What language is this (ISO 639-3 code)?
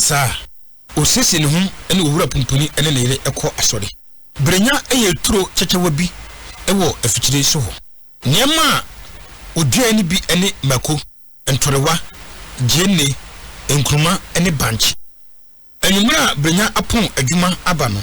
aka